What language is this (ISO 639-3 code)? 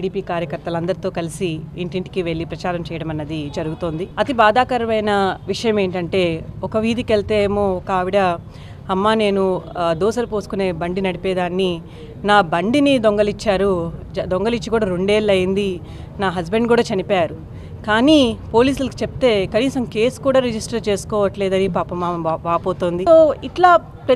tel